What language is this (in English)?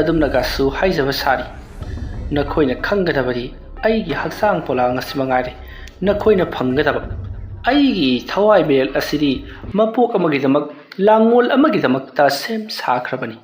Manipuri